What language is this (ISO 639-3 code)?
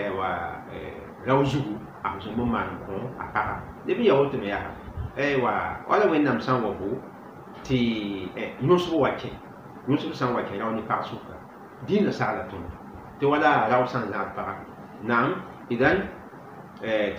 mos